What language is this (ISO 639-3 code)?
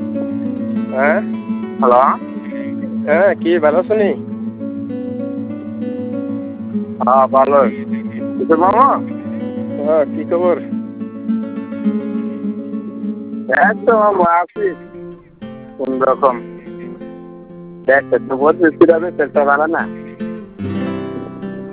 ben